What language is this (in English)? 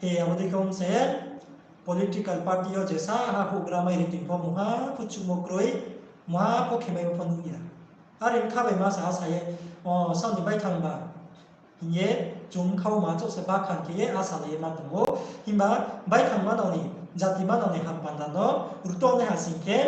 Riang (India)